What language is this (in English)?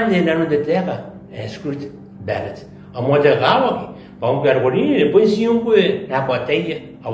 Gilbertese